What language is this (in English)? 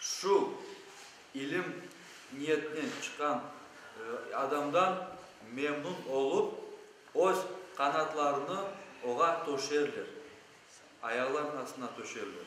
Crimean Tatar